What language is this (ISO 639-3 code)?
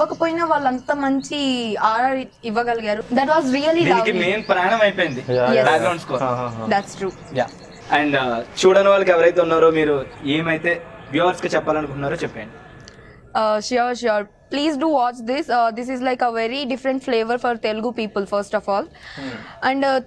tel